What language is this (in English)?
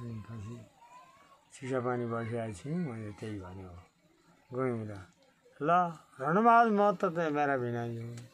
Nepali